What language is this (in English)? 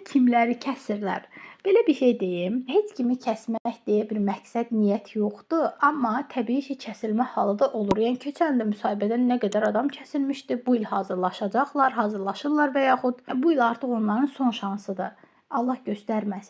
Azerbaijani